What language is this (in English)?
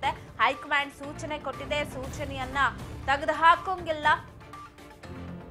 Kannada